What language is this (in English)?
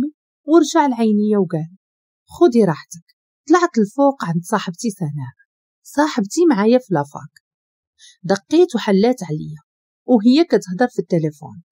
Moroccan Arabic